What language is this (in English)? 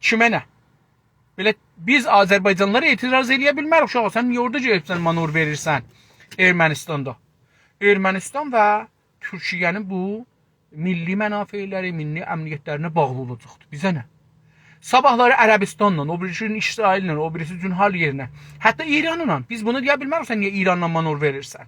South Azerbaijani